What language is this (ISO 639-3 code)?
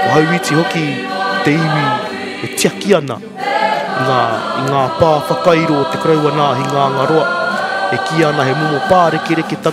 mri